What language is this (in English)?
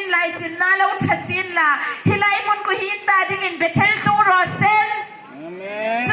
Hmar